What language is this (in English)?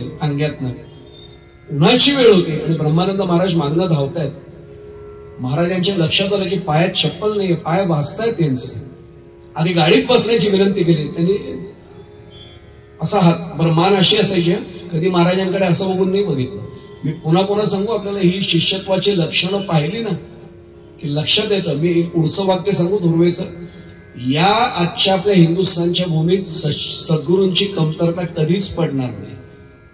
Marathi